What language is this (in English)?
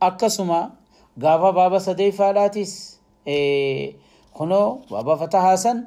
Oromo